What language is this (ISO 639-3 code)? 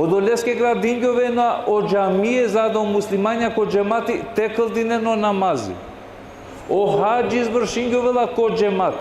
rmn